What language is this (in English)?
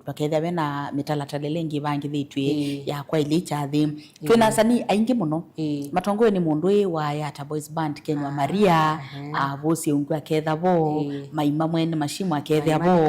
Kamba